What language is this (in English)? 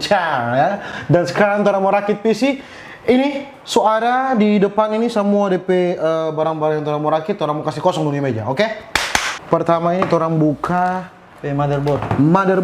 Manado Malay